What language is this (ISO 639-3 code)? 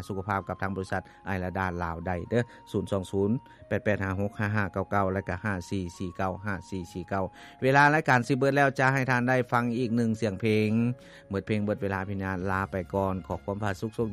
lao